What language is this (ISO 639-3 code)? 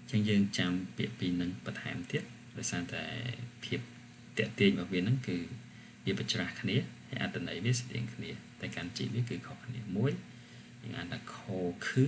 khm